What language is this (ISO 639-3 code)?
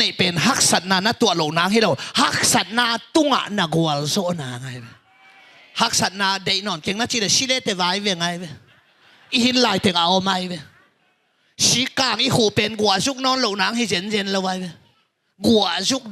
ctd